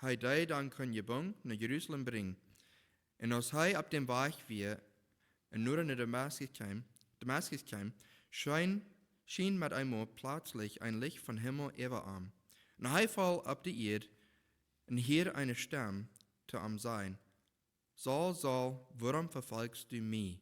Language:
Plautdietsch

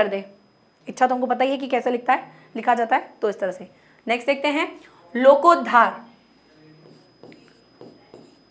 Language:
Hindi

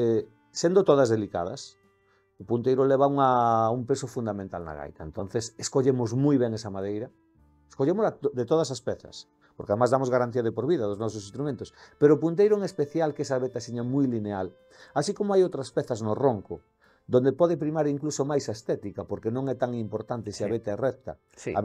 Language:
Galician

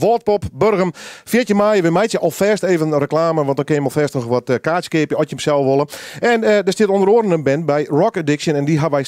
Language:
Western Frisian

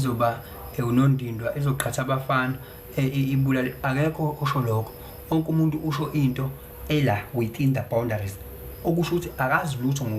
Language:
Zulu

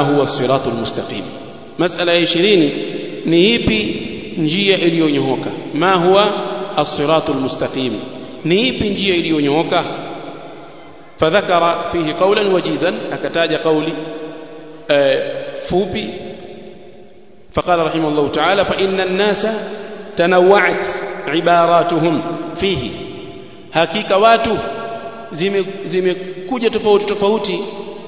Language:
Swahili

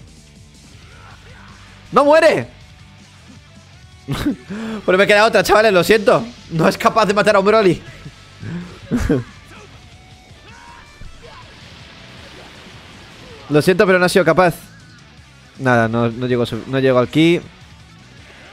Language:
Spanish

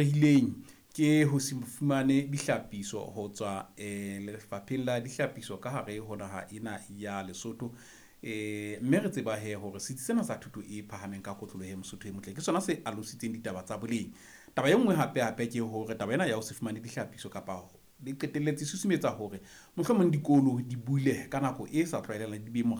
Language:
Southern Sotho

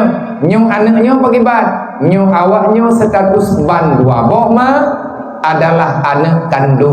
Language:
Achinese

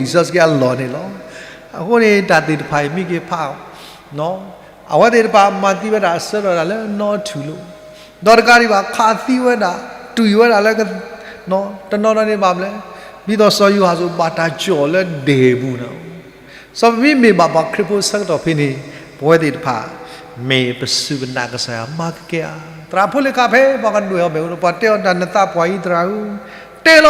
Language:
S'gaw Karen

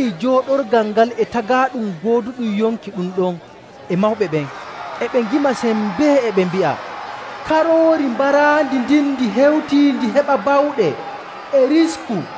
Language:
Nigerian Fulfulde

